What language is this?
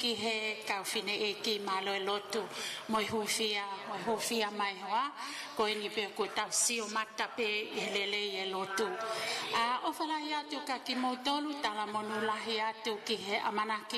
Tongan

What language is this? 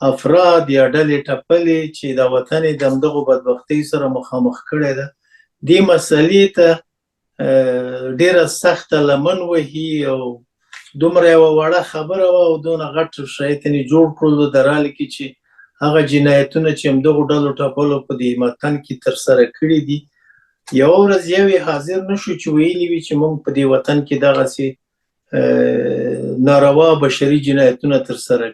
Pashto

